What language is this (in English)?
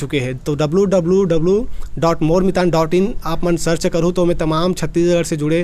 Chhattisgarhi